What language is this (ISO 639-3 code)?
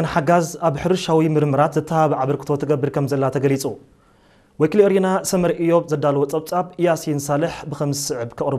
tir